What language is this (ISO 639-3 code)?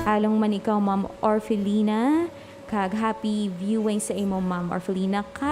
hil